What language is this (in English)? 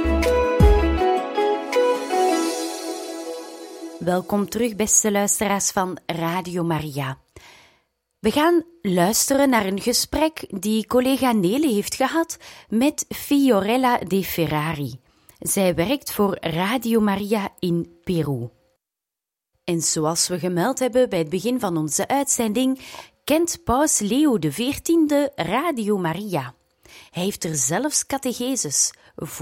Dutch